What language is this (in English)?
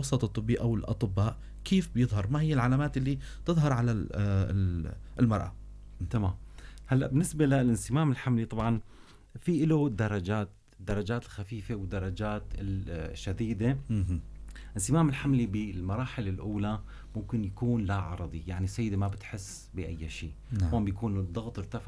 North Levantine Arabic